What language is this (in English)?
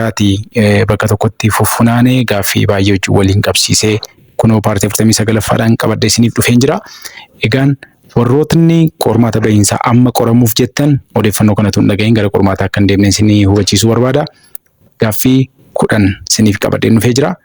Oromo